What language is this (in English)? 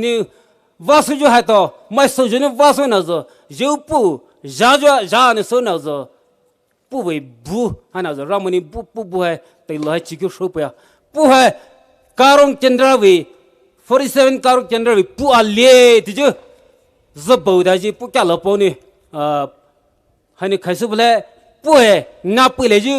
Poumei Naga